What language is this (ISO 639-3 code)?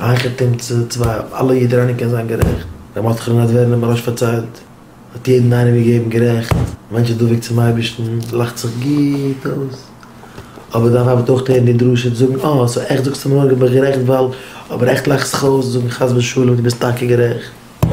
yid